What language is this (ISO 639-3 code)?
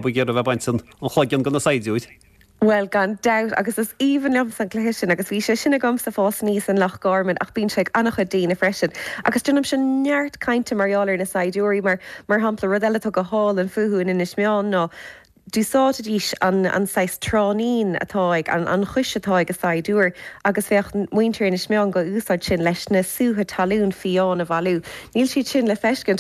gle